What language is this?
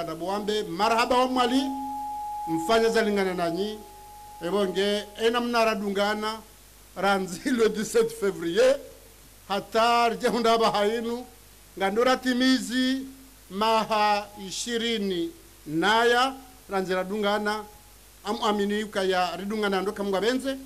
Ngazidja Comorian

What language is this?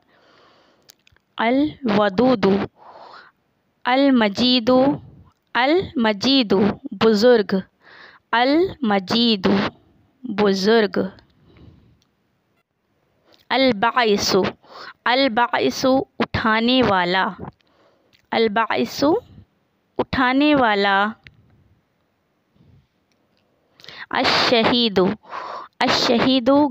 Urdu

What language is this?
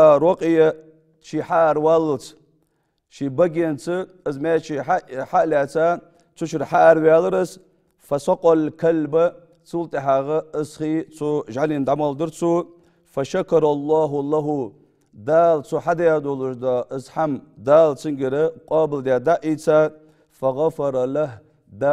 Ingush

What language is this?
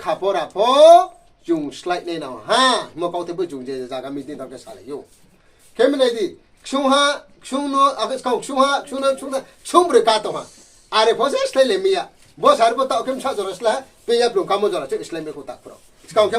Riang (India)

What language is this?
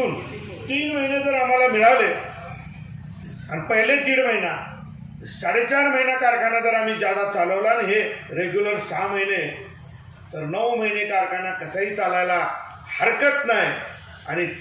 Marathi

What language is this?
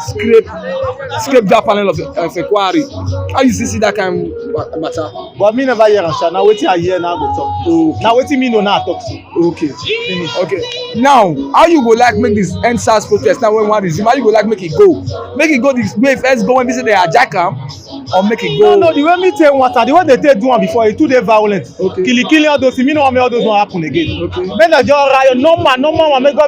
Nigerian Pidgin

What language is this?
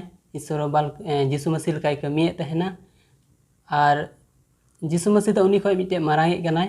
Santali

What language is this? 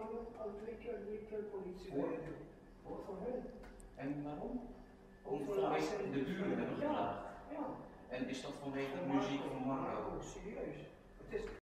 Dutch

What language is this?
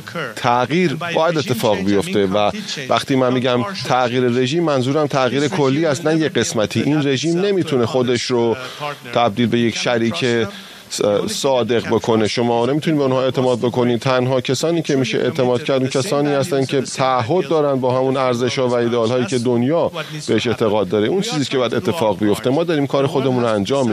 Persian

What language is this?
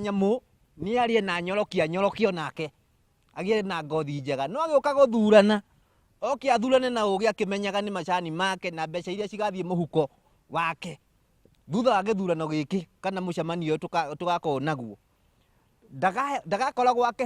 Kikuyu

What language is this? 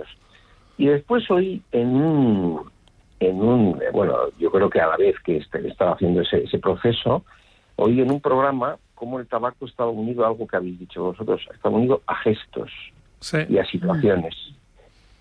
Spanish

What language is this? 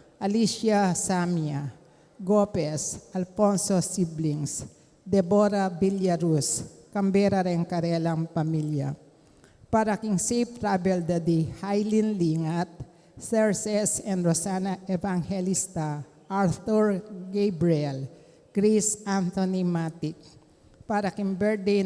Pampanga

